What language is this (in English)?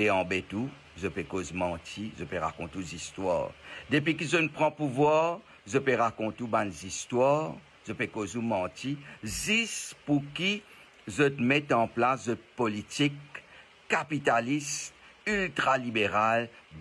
Morisyen